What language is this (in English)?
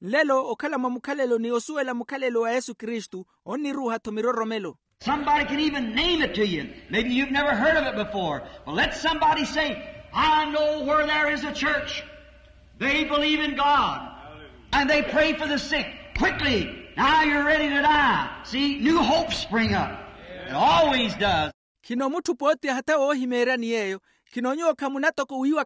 Makhuwa